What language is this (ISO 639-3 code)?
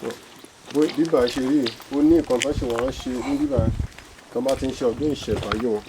yor